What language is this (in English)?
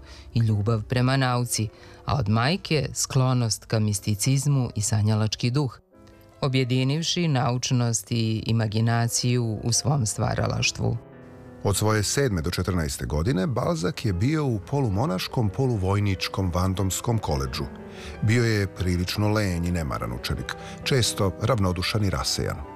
Serbian